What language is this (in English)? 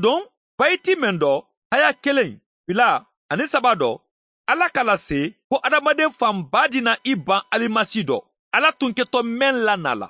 Bambara